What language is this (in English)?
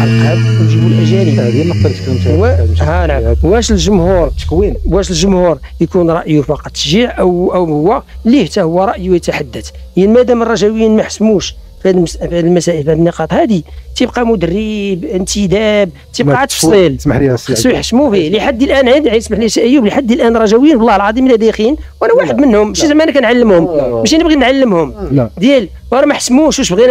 Moroccan Arabic